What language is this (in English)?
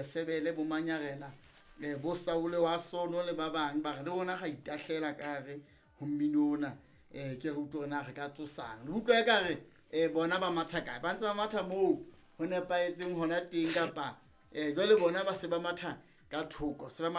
Southern Sotho